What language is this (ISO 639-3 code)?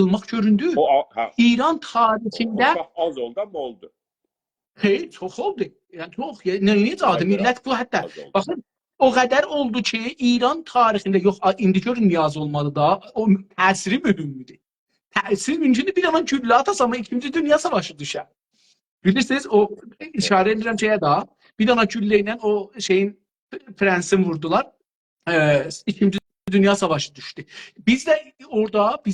azb